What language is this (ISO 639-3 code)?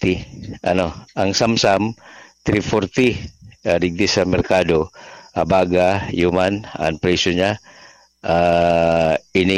bik